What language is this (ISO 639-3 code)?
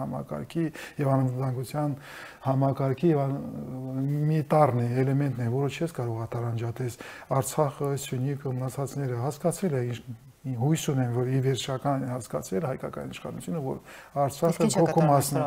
hye